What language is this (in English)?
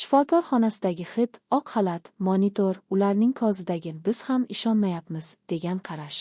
Uzbek